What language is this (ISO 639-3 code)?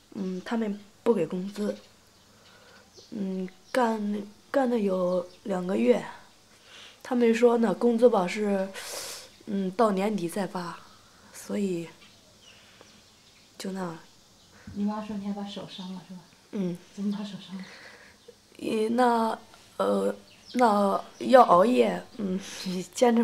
zho